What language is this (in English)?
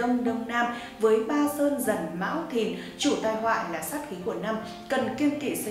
Vietnamese